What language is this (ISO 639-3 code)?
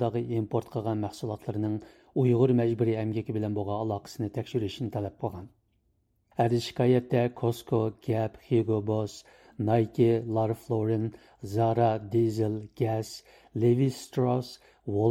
uig